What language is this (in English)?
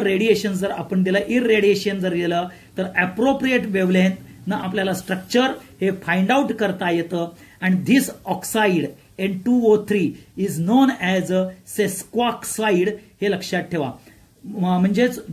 Marathi